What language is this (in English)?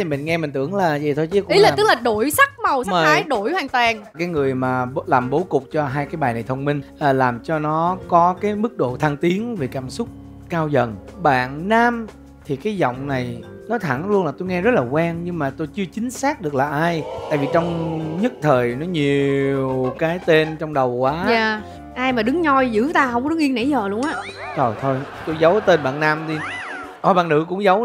Vietnamese